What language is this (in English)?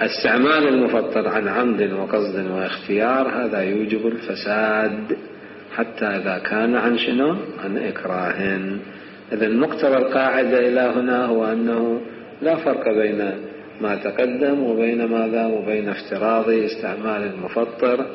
Mesopotamian Arabic